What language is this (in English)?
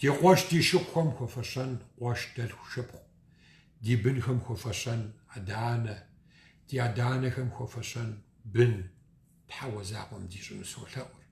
Kabardian